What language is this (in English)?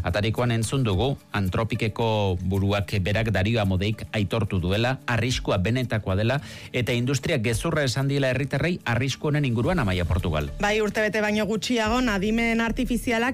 Basque